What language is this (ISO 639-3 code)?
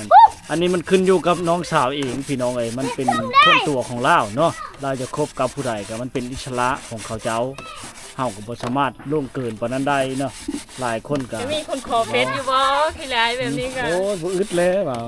lao